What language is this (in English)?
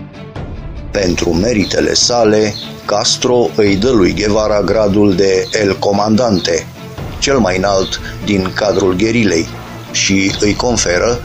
Romanian